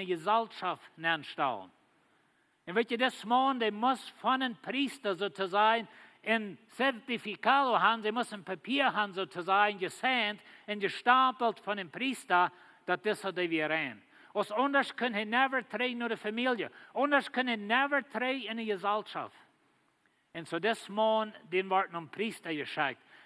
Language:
Plautdietsch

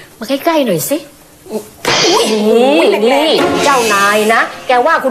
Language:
Thai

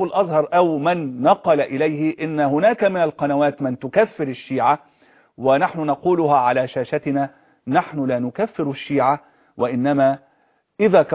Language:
Arabic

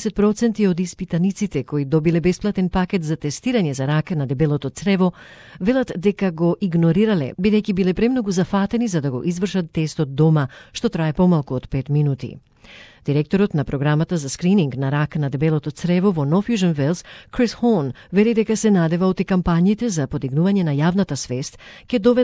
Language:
Macedonian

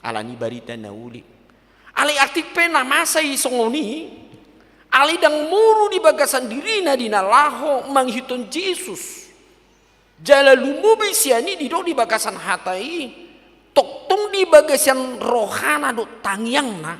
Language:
Batak Toba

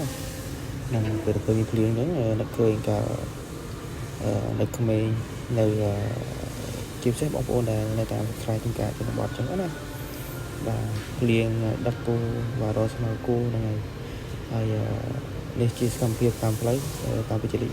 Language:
Khmer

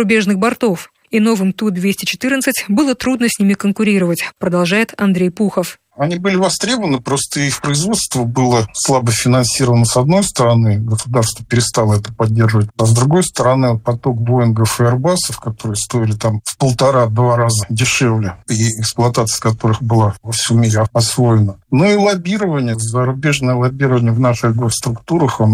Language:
Russian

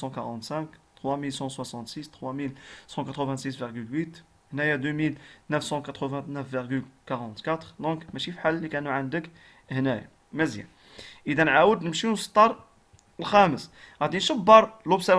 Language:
Moroccan Arabic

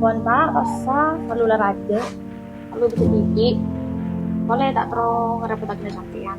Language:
Madurese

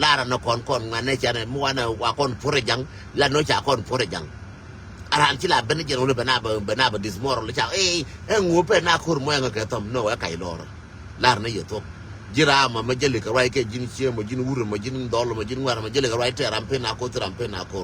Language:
Nuer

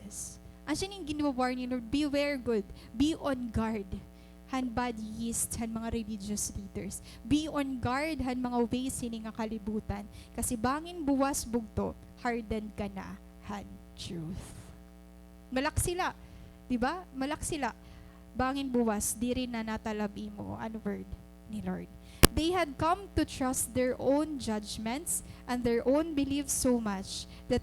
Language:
Waray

